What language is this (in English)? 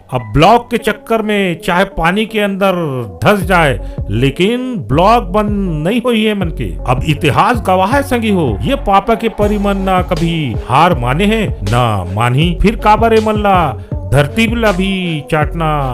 Chhattisgarhi